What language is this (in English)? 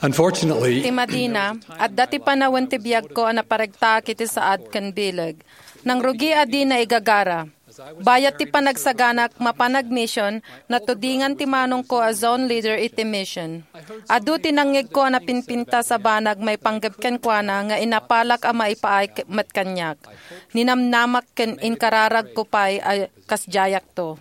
Iloko